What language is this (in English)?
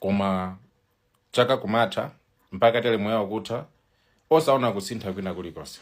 Nyanja